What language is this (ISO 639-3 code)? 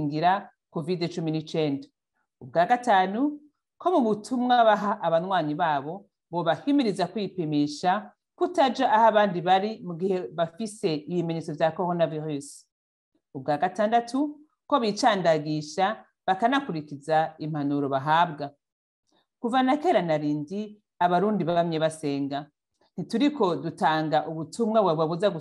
run